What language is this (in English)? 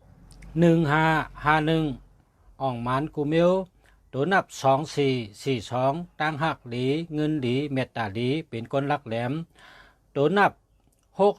Shan